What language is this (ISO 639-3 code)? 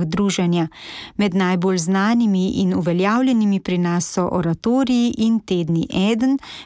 slv